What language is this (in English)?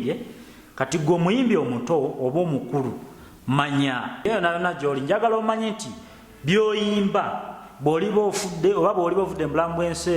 Ganda